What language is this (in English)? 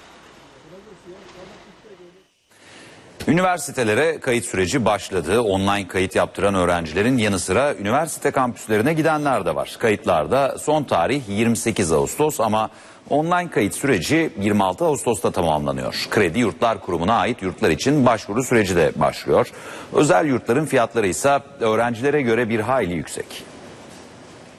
Turkish